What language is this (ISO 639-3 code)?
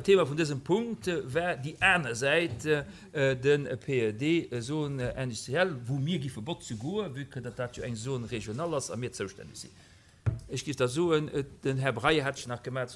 ltz